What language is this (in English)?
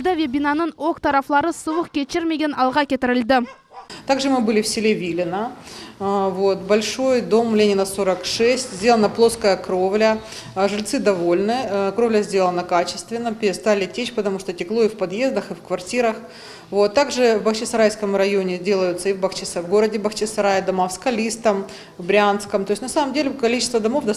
Crimean Tatar